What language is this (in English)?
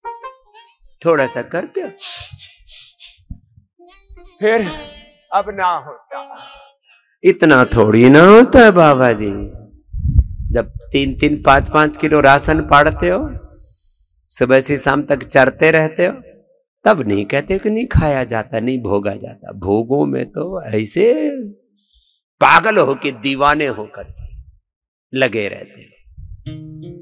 Hindi